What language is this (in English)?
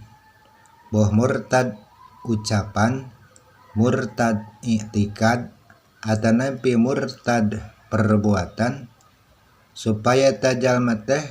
Sundanese